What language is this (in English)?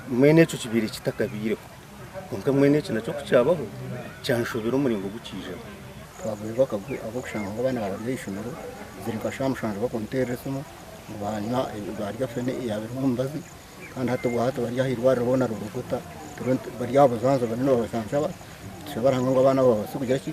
Nyankole